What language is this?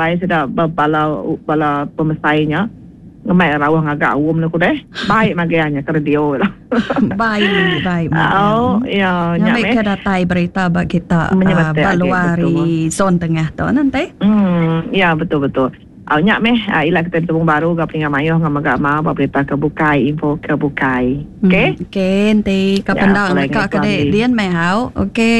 Iban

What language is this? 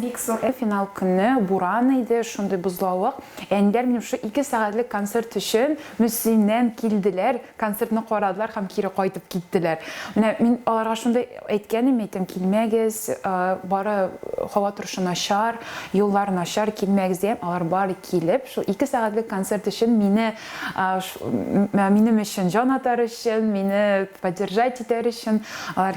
Tatar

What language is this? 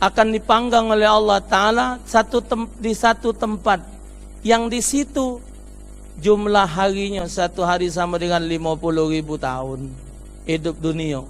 Musi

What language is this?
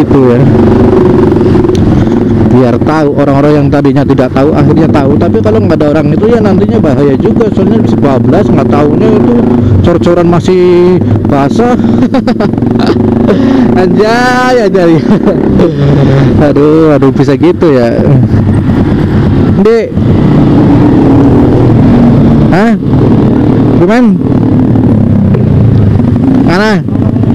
Indonesian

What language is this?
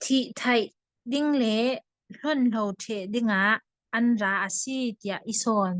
Falam Chin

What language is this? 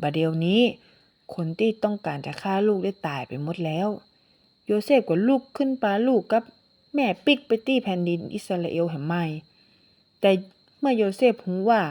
Northern Thai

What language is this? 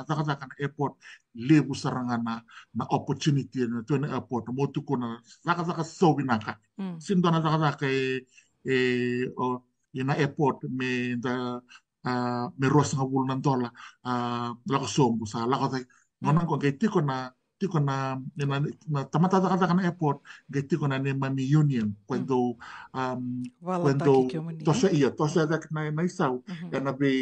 Fijian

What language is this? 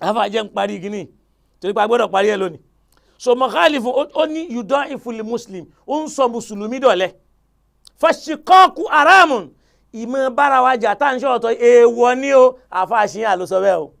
Yoruba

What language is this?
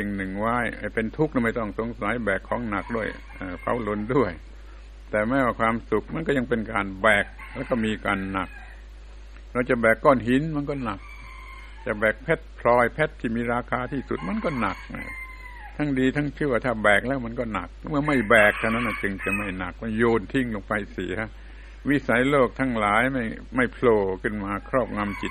Thai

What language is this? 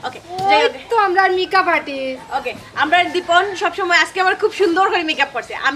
Sylheti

